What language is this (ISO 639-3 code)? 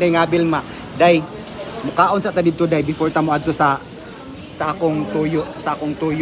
fil